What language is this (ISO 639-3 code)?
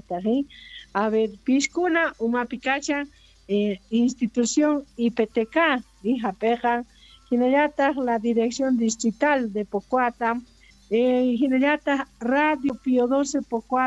que